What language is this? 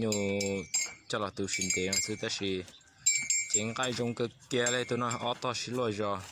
Hmong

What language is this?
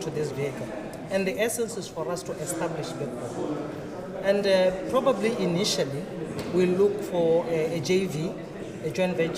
Tswana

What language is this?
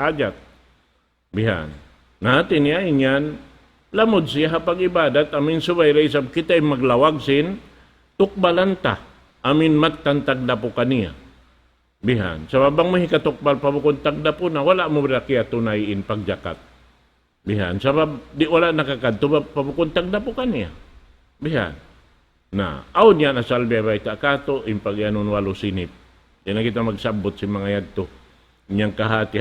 Tausug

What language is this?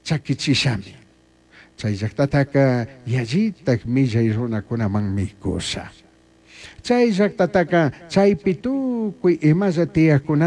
Chimborazo Highland Quichua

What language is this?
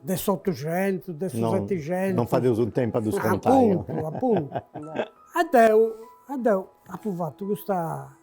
Sardinian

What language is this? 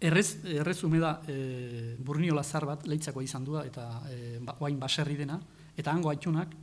Basque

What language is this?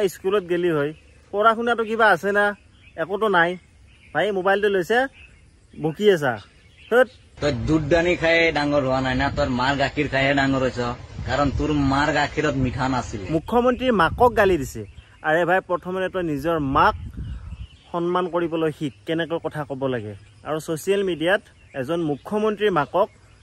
Assamese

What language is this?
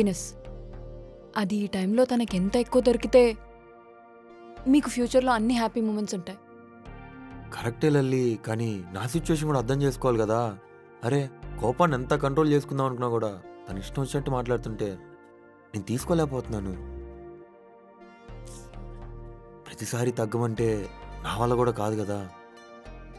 Telugu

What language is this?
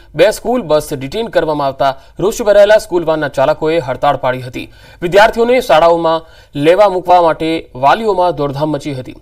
Gujarati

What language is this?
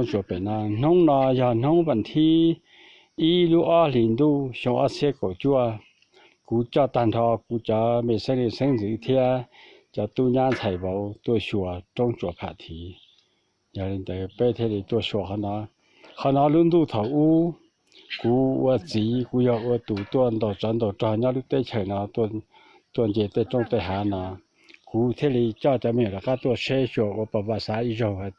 Hmong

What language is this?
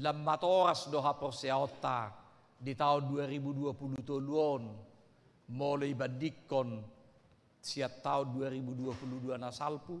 Batak Toba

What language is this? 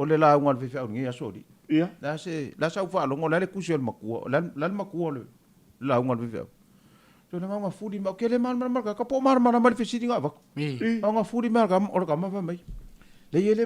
Samoan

